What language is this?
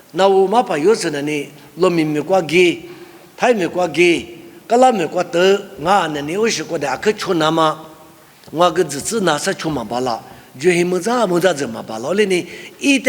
Lisu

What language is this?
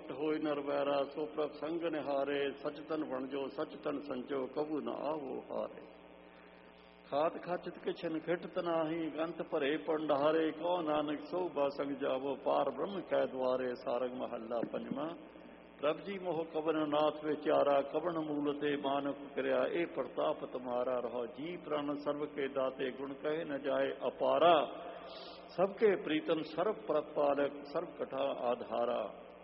Punjabi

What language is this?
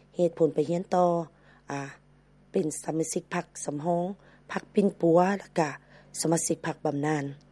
Lao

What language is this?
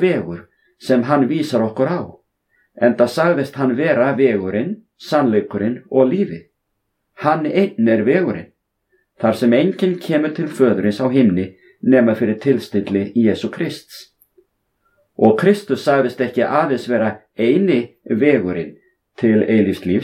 Icelandic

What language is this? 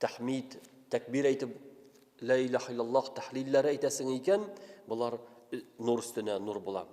Tatar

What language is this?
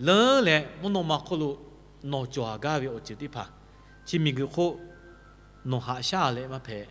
Lahu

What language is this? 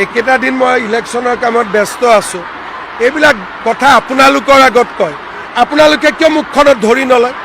Assamese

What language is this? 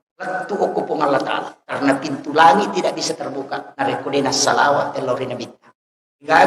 Buginese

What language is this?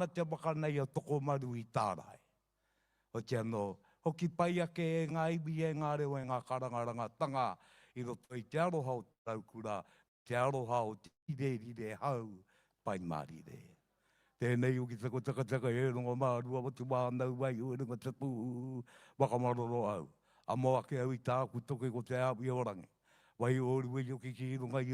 Māori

